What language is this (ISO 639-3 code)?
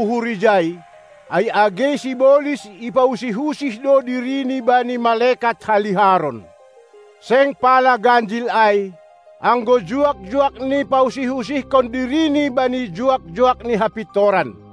bts